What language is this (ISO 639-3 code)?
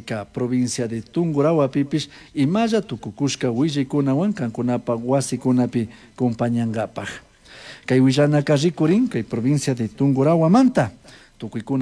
qug